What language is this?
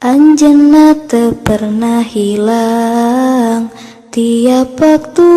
Sundanese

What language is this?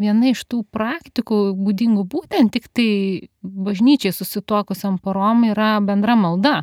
Lithuanian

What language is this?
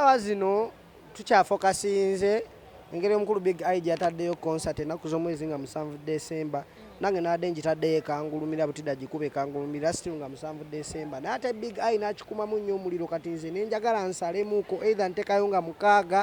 Ganda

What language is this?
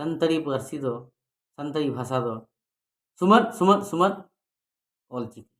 Santali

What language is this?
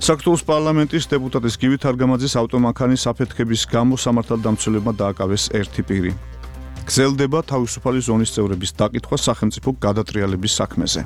Georgian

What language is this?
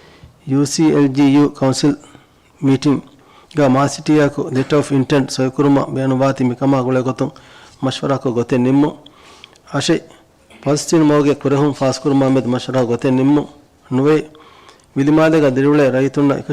Divehi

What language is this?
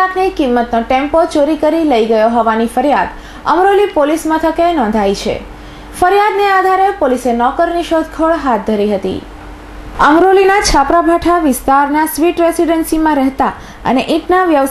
Gujarati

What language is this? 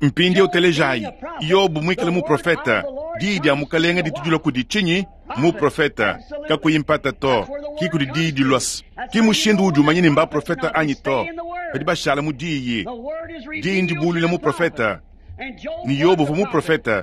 Luba-Lulua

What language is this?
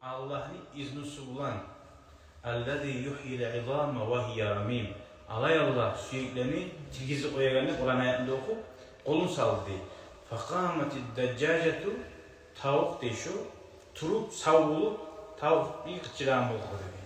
Kumyk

